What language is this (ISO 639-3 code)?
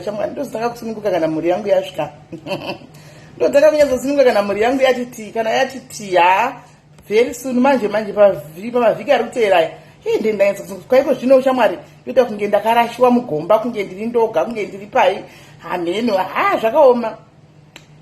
sna